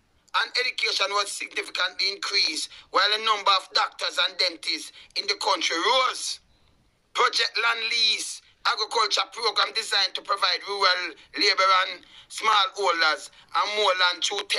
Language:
Jamaican Creole English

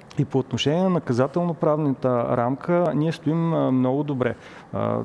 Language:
Bulgarian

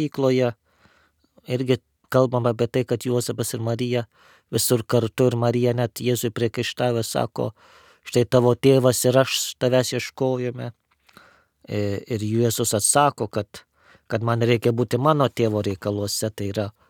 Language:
Lithuanian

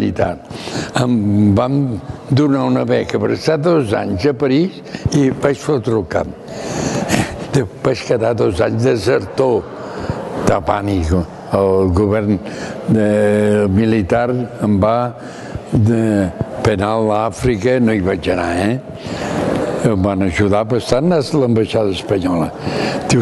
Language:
Catalan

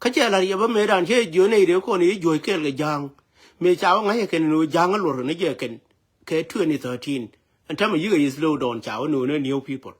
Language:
Nuer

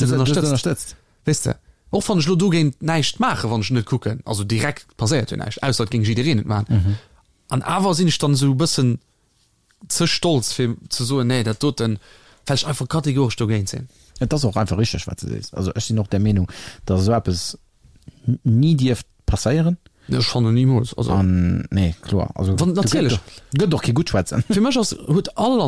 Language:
Luxembourgish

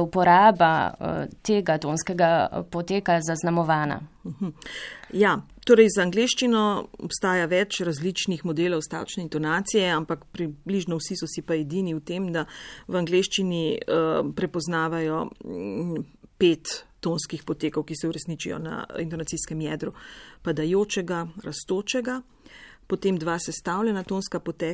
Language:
Slovenian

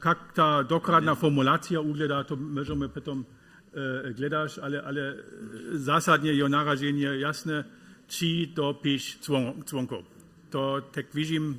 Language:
Upper Sorbian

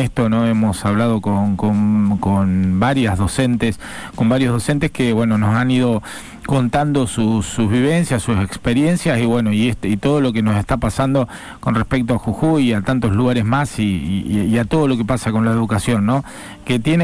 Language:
Spanish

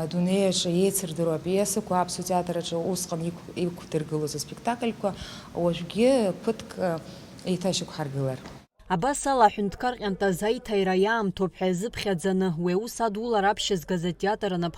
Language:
Abkhazian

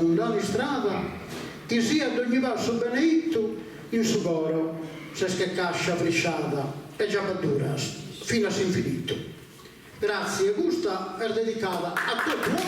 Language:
Sardinian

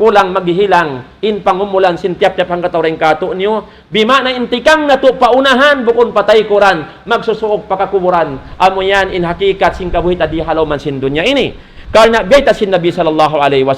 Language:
Tausug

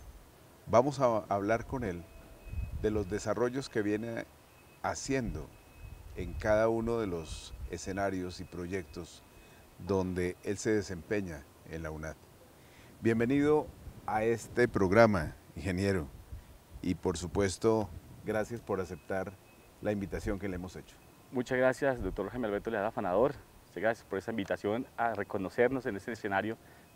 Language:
Spanish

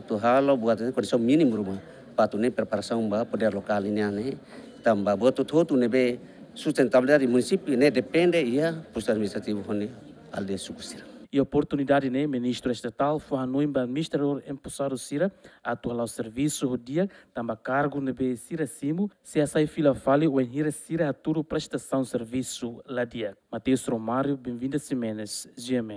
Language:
Tetum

